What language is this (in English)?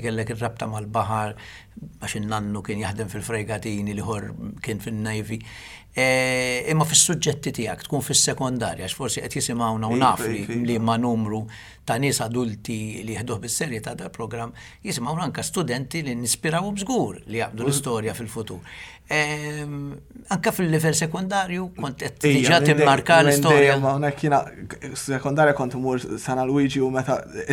Maltese